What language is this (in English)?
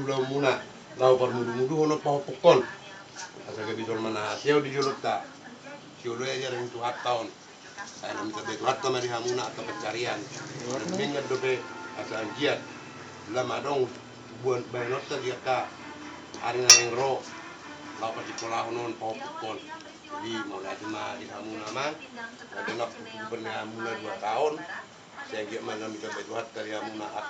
Batak Toba